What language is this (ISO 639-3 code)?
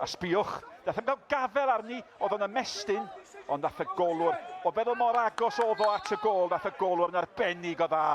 cym